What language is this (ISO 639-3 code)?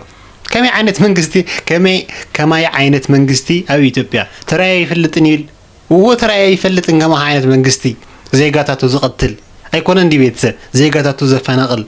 tir